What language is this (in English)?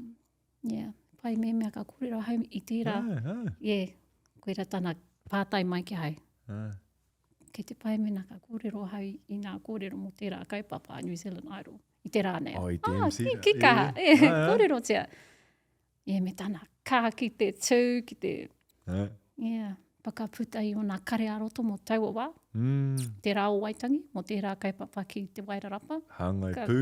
Māori